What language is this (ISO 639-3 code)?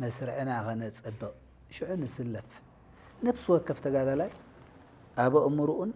tir